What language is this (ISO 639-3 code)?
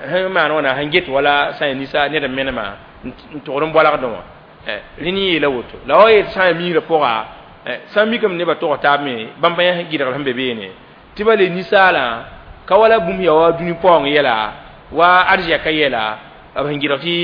mos